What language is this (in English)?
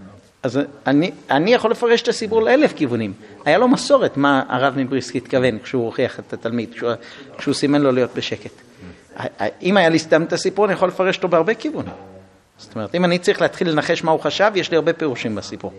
Hebrew